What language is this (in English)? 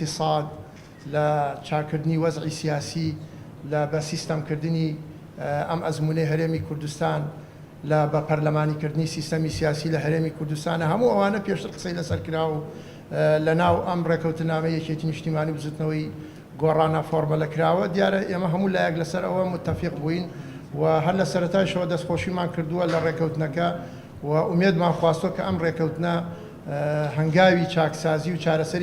Central Kurdish